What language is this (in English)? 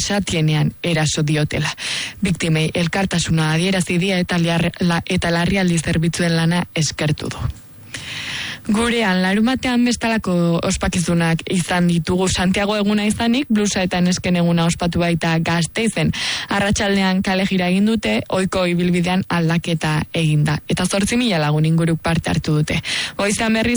Basque